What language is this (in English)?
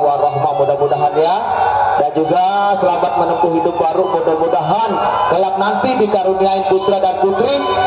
Betawi